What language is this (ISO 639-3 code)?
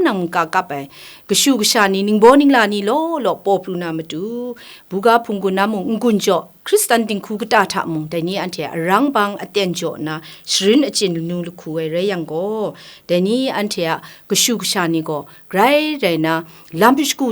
kac